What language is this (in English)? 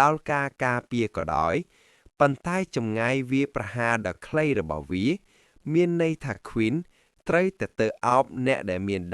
Khmer